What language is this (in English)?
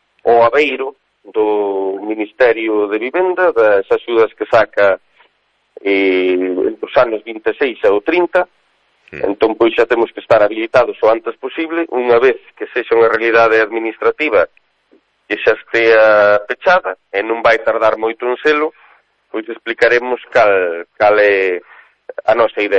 Galician